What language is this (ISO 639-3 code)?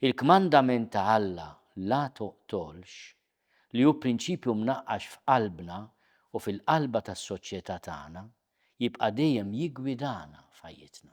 mlt